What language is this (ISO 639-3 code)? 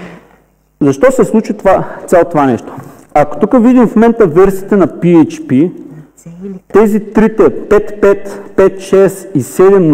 bul